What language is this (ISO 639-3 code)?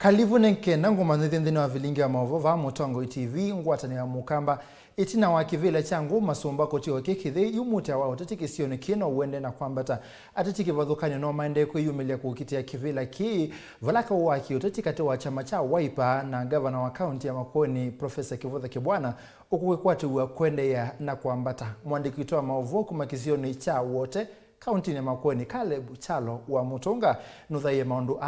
kam